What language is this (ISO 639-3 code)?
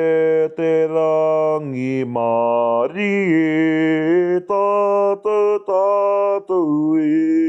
mri